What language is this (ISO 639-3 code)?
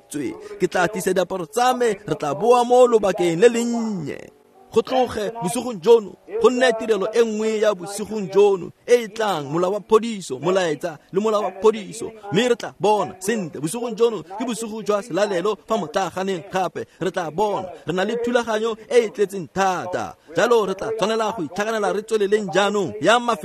tsn